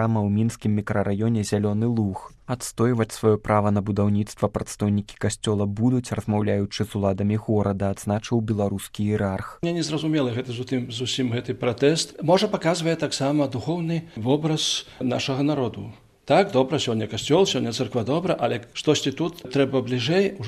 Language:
Belarusian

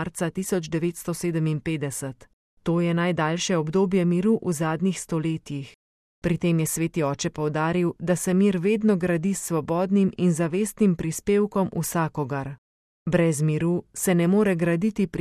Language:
Slovenian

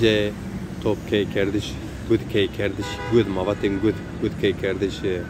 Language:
Zaza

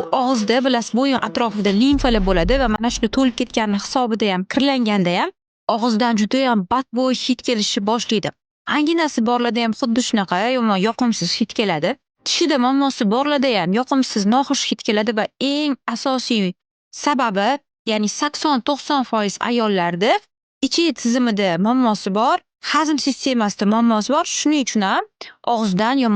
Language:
Uzbek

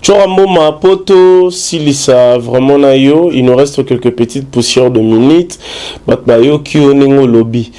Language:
Lingala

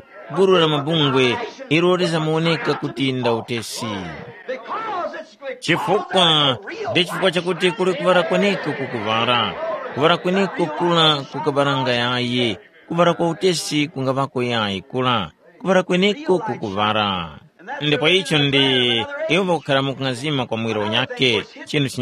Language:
Tumbuka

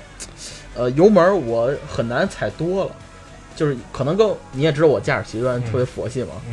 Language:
Chinese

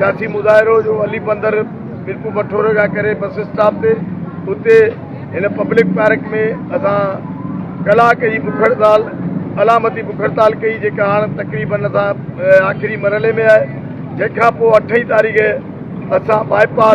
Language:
Sindhi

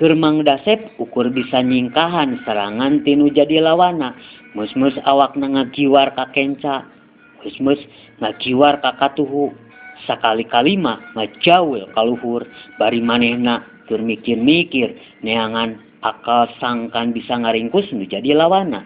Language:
Sundanese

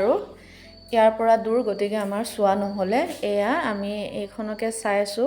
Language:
Assamese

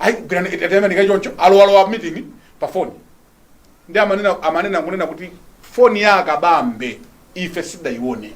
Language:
Nyanja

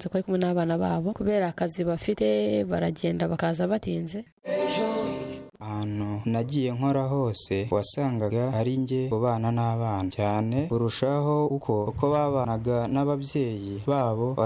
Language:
Kinyarwanda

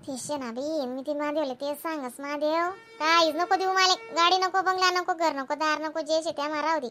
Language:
Khandesi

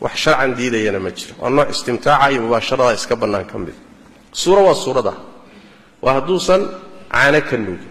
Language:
Somali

